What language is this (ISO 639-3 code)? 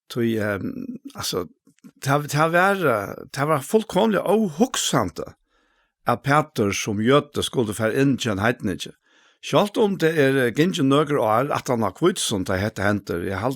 fao